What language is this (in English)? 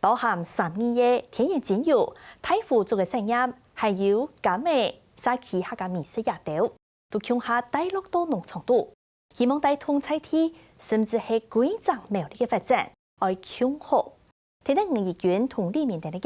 Hakka Chinese